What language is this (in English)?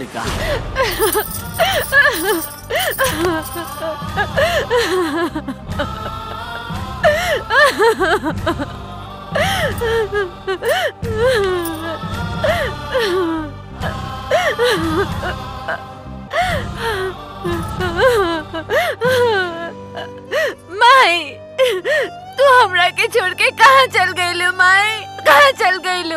Bhojpuri